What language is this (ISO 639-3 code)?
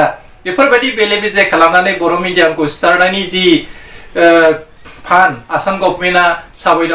brx